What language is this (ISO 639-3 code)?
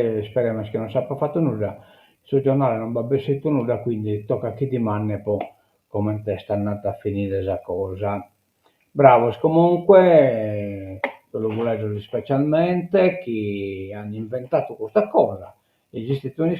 srd